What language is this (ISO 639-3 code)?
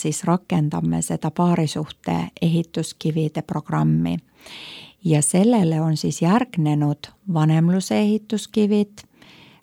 est